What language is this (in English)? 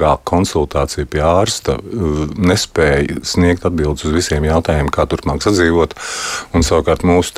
Latvian